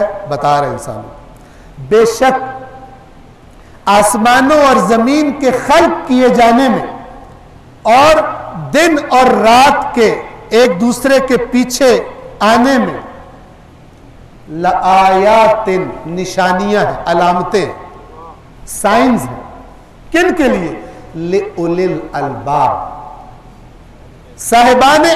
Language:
Urdu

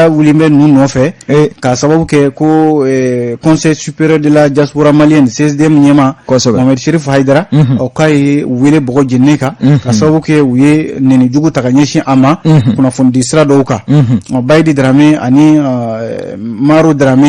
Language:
Bambara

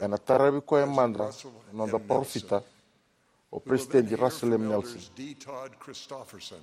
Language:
Fijian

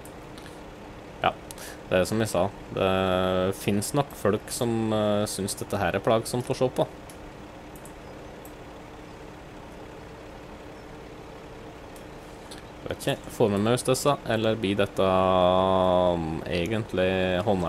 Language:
Norwegian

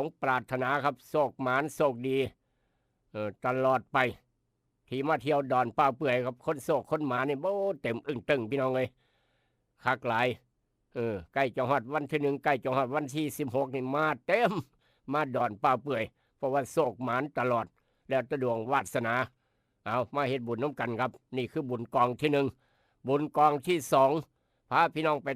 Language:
Northeastern Thai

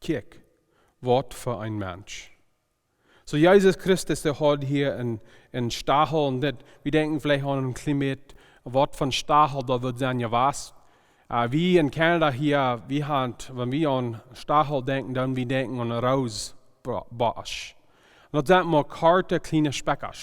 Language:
Plautdietsch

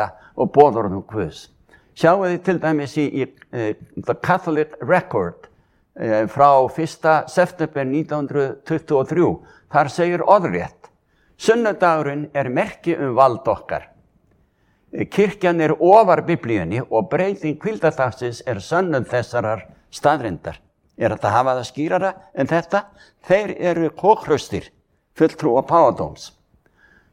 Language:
Icelandic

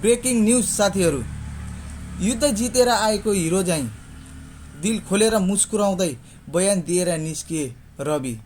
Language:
Nepali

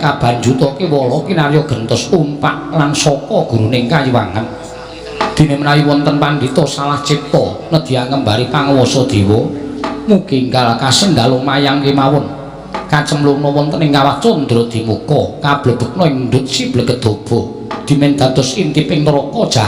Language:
Javanese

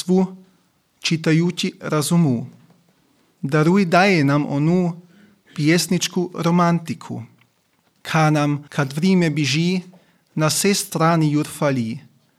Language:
Serbian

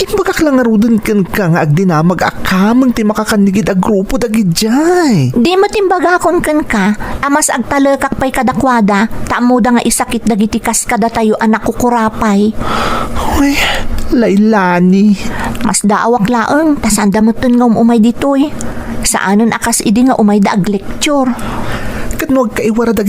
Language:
Iloko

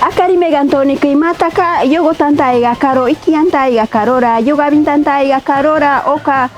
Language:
Machiguenga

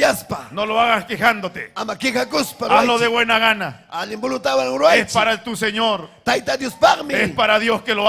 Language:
Ayacucho Quechua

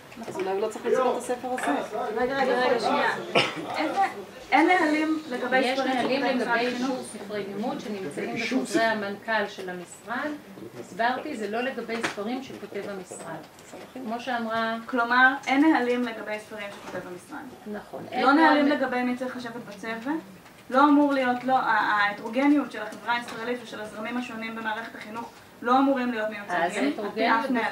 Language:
Hebrew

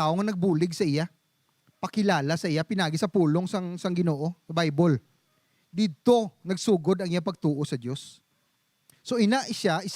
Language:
Hiligaynon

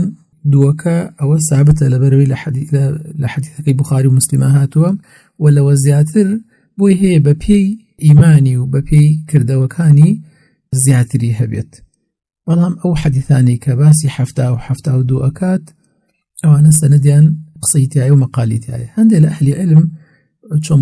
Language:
Central Kurdish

